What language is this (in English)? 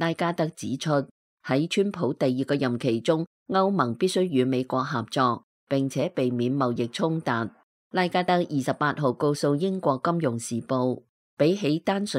Cantonese